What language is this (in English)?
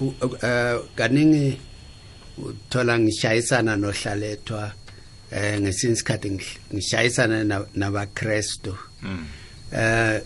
South Ndebele